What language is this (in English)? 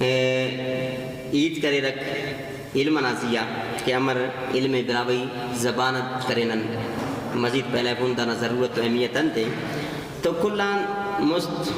Brahui